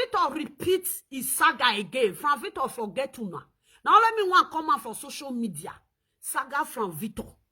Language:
Nigerian Pidgin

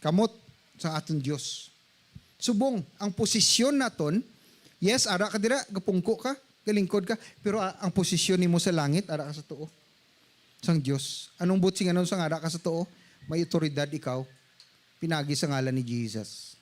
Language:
Hiligaynon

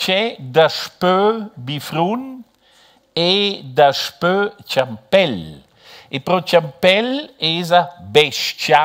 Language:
Romansh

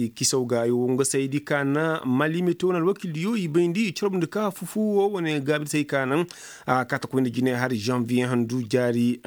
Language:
Koyraboro Senni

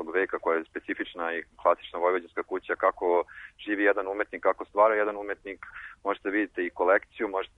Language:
Serbian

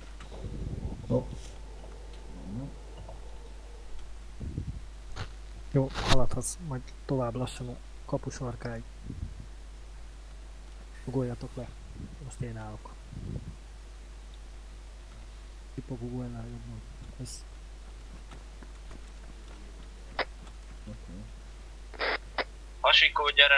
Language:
Hungarian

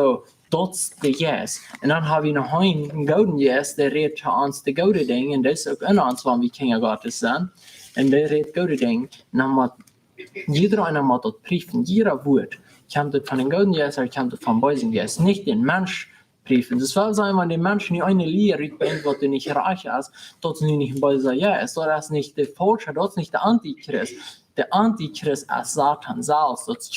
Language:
Plautdietsch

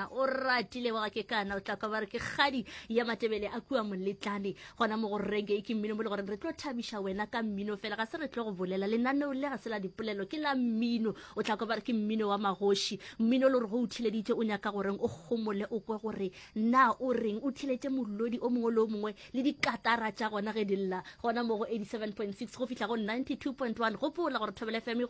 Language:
Northern Sotho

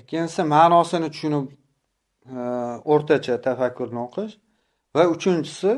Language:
Uzbek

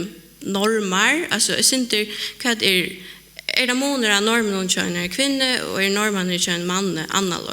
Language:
Faroese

